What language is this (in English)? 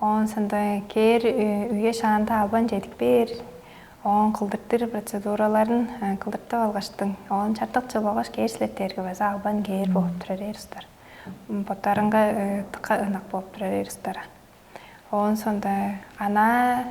Tuvinian